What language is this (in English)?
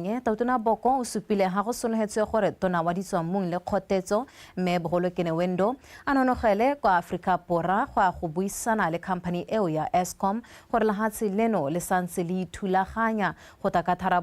Tswana